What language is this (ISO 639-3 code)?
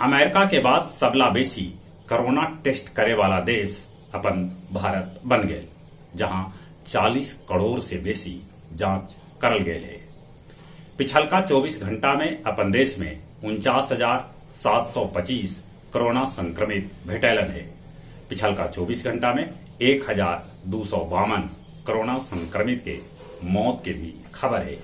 mag